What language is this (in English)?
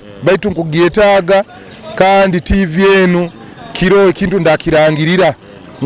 Nyoro